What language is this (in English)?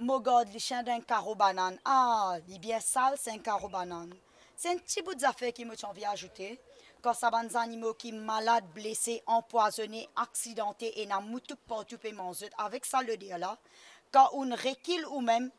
Morisyen